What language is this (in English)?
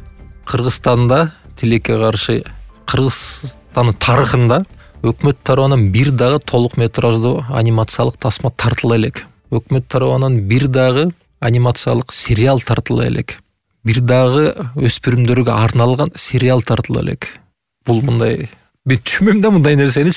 Kyrgyz